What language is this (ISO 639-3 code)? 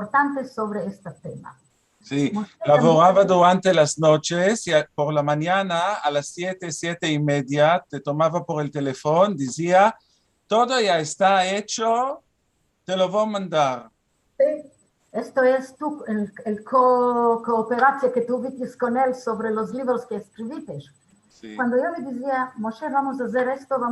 lad